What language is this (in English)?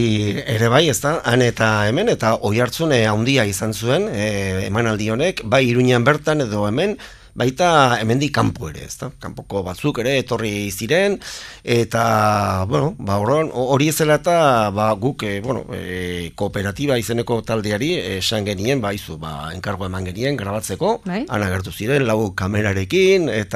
Basque